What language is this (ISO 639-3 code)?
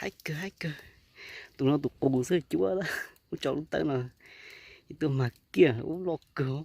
hmn